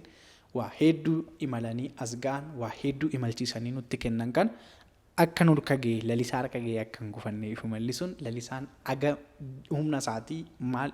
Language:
Oromo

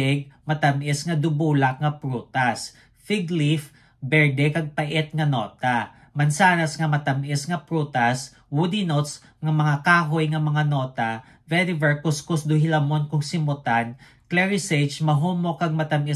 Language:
Hiligaynon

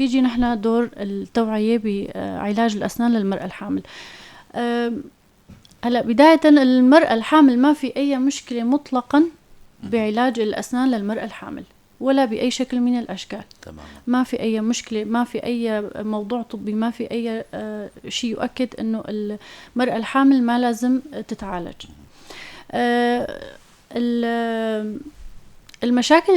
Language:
North Levantine Arabic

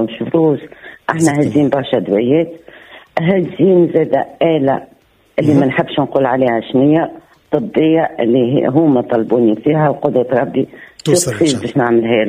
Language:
Tunisian Arabic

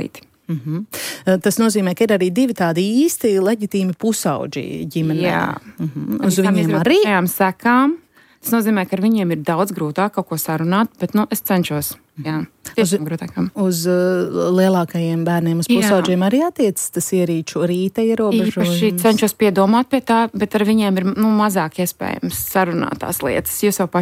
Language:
Latvian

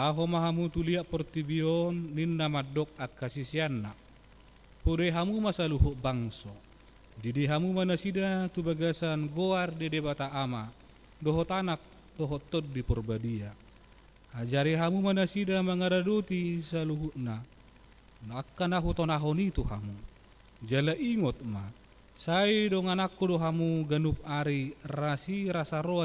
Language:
Batak Toba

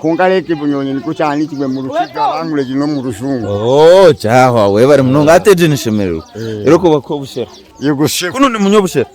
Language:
Nyankole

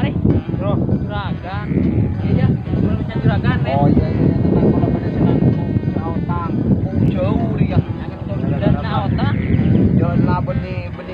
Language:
Madurese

